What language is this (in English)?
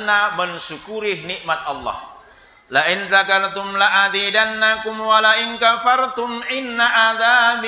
Buginese